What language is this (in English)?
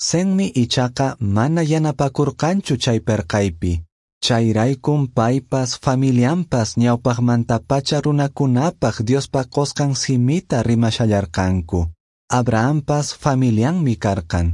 Quechua